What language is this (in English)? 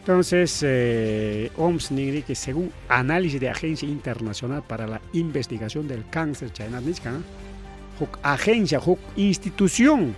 Ayacucho Quechua